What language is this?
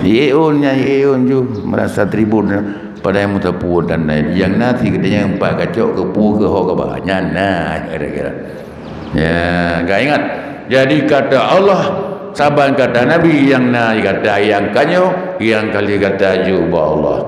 Achinese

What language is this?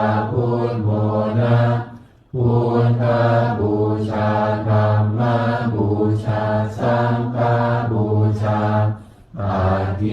Pali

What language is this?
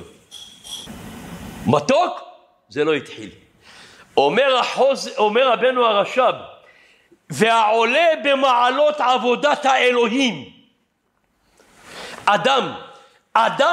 Hebrew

